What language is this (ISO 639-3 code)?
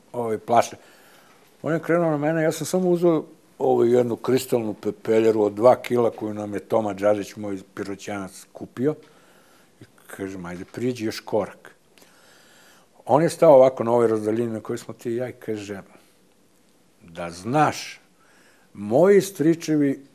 srp